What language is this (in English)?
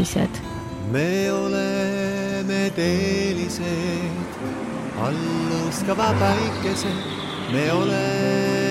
Estonian